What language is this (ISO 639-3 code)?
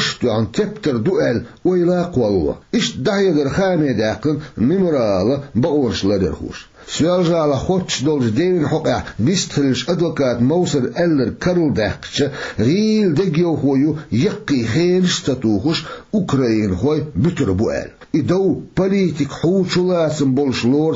che